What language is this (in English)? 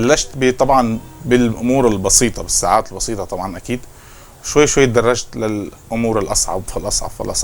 North Levantine Arabic